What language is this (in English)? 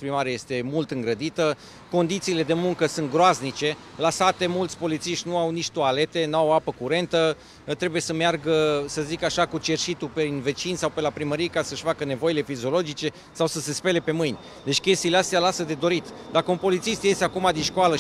Romanian